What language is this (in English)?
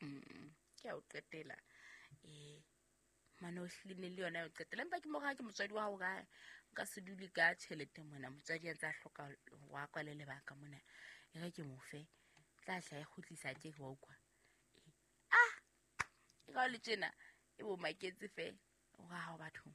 Southern Sotho